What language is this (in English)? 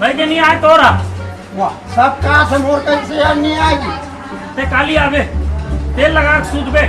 Chhattisgarhi